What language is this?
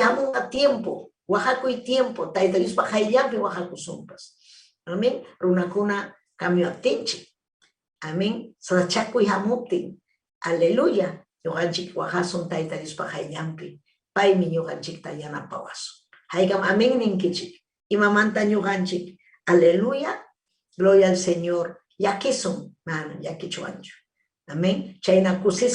Ayacucho Quechua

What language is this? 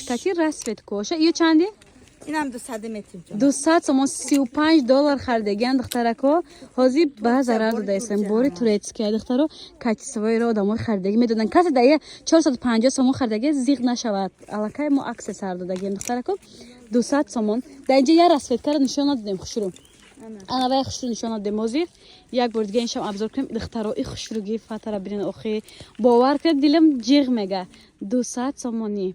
Tajik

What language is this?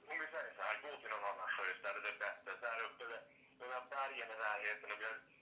Swedish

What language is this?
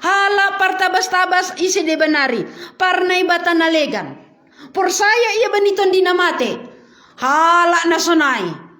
Batak Simalungun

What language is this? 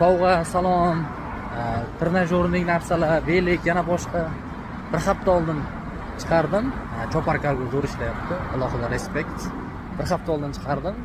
Uzbek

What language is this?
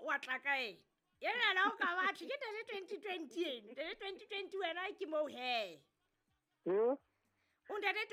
Southern Sotho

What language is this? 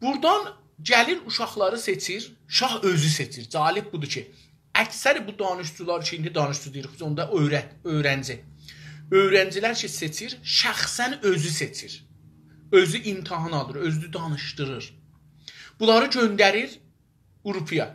South Azerbaijani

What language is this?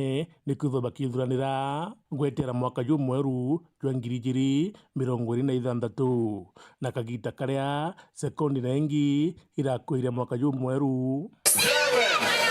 Meru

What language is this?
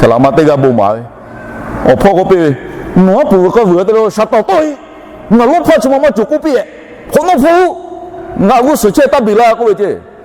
Lahu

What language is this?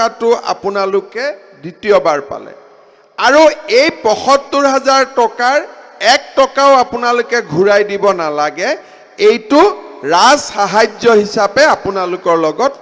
Assamese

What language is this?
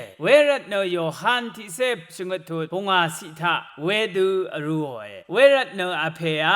Rawang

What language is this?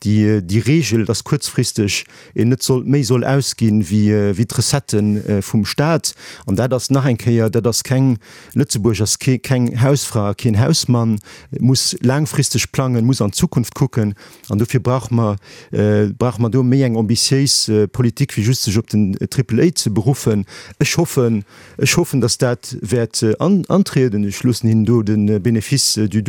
Luxembourgish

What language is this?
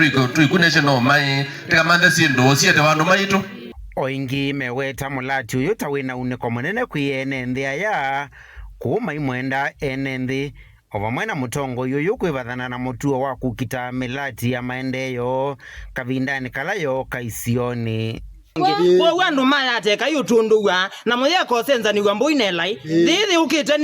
Kamba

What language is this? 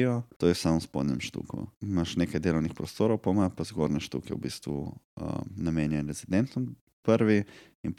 Slovenian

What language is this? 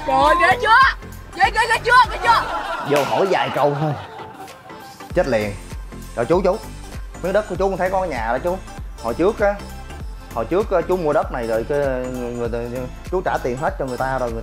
Vietnamese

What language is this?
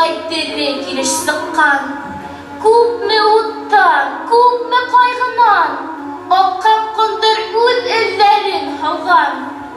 Bashkir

